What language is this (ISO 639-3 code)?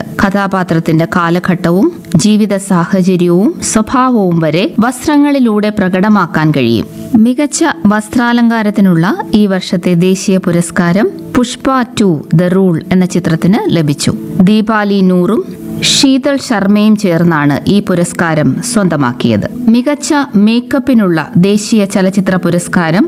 mal